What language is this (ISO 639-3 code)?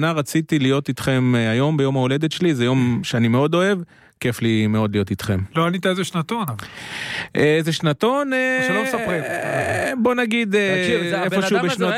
heb